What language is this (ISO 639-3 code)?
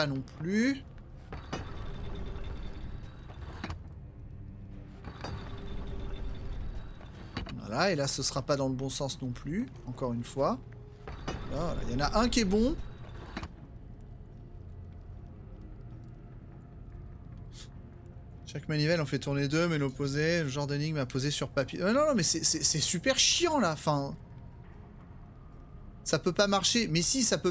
fra